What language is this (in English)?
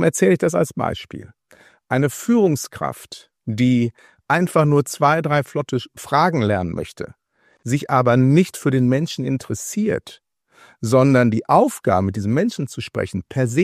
German